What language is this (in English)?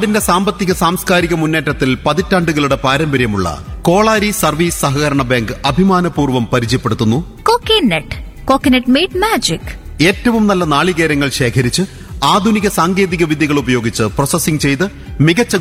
Malayalam